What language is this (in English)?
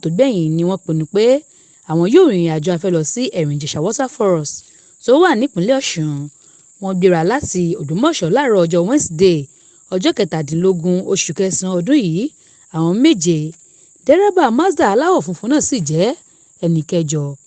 Yoruba